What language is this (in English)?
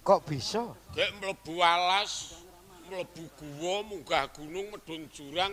Javanese